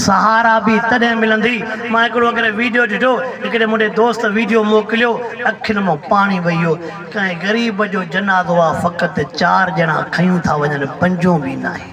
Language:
Sindhi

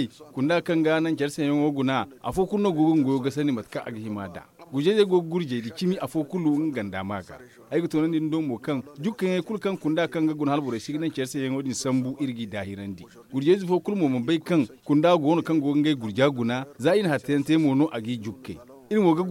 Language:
Zarma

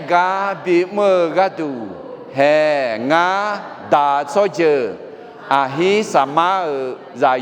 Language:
Akha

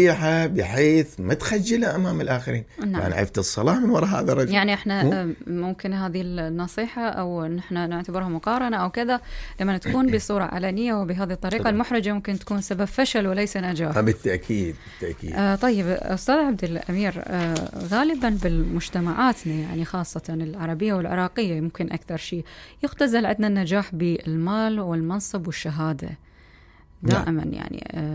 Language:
Mesopotamian Arabic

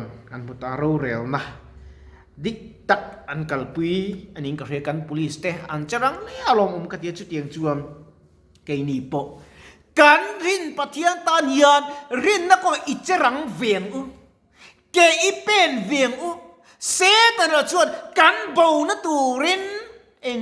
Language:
Mizo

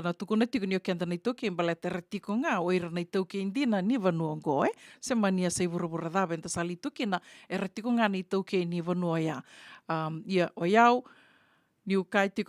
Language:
Fijian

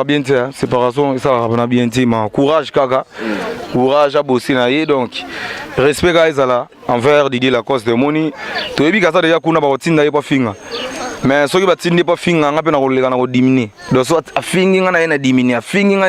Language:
Lingala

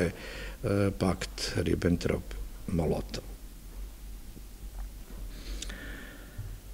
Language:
Serbian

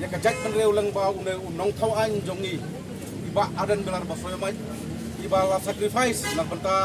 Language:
Khasi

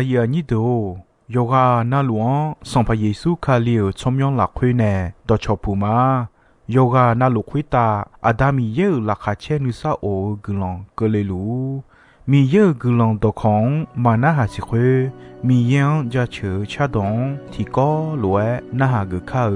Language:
Akha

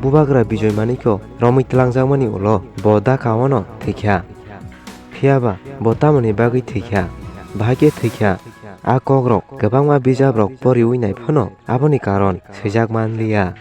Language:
Kok Borok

